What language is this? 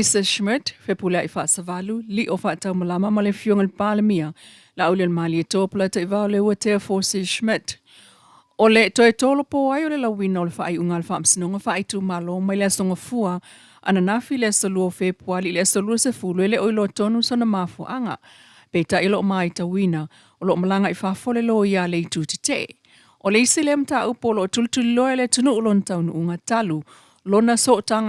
Samoan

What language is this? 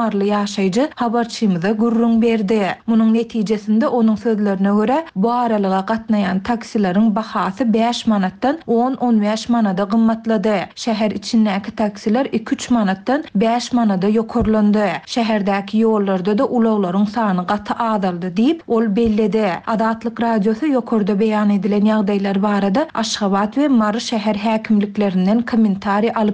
Turkmen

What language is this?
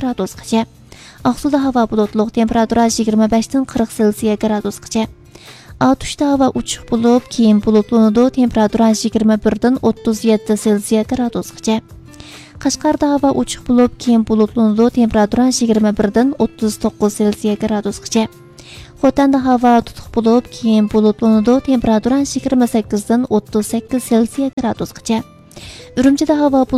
Uyghur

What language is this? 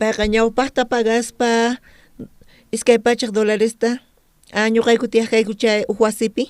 South Bolivian Quechua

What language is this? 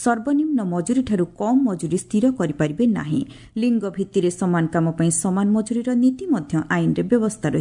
Odia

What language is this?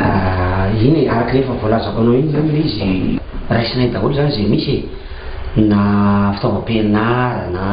Malagasy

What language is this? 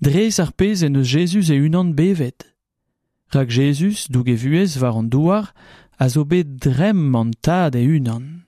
Breton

